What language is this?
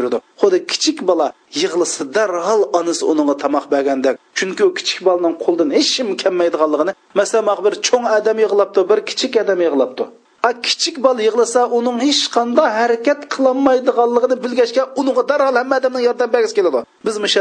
Uyghur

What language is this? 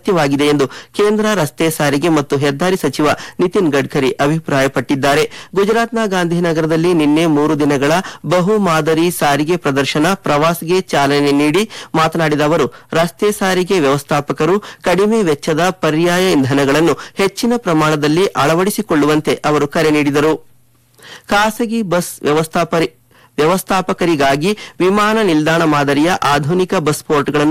Kannada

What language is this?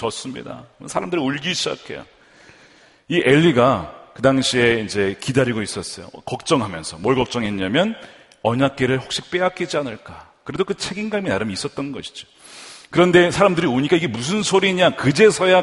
Korean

